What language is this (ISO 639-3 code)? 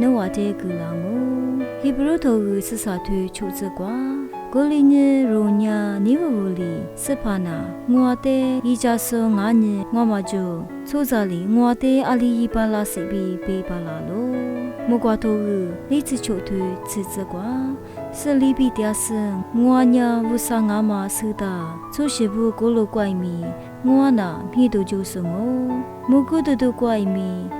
lis